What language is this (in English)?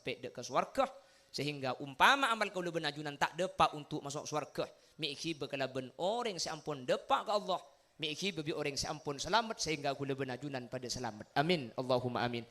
Madurese